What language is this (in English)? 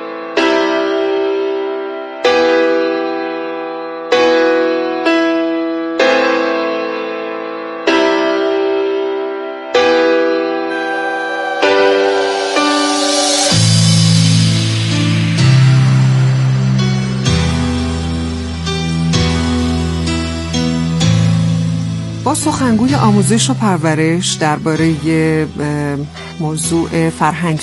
Persian